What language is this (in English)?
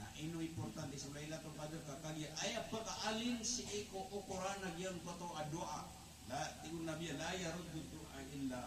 Maranao